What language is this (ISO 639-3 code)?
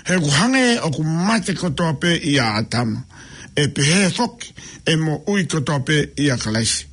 ton